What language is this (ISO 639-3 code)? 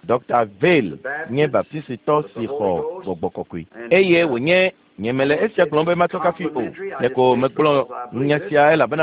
ewe